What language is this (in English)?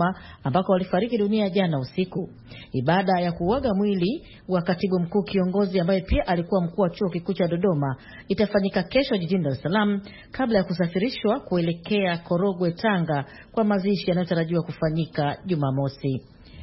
Swahili